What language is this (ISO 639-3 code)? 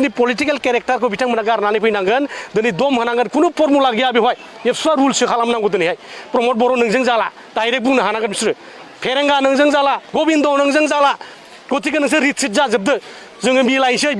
brx